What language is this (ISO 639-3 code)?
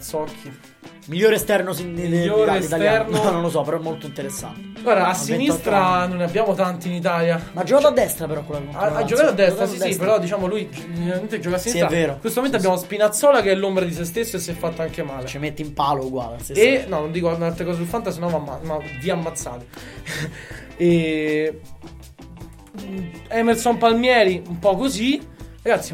ita